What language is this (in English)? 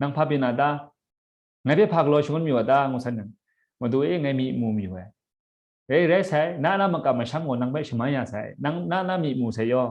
Kachin